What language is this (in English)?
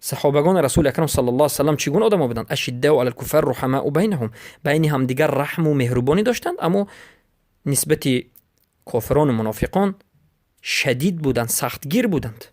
Persian